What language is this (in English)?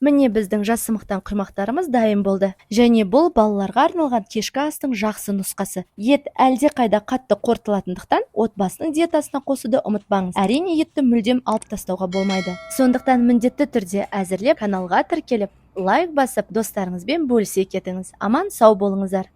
Kazakh